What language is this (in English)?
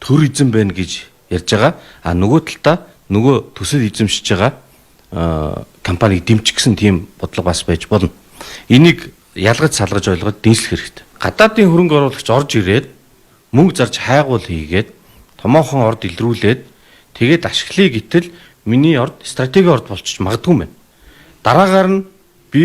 Mongolian